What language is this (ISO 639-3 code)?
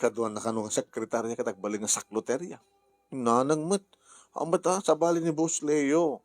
ilo